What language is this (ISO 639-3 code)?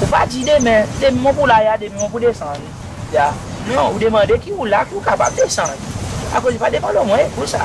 crs